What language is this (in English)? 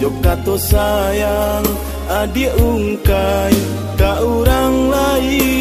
Minangkabau